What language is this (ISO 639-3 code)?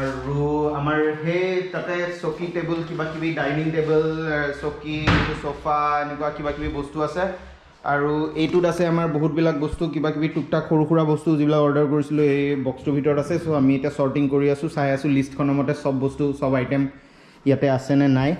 asm